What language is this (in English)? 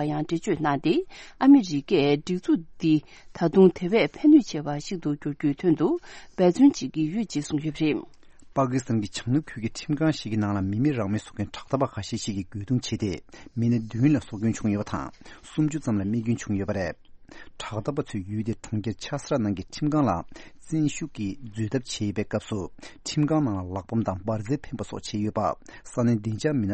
Tibetan